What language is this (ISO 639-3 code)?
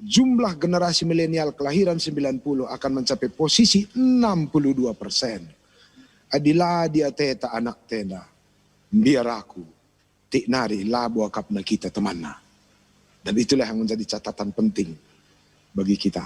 btx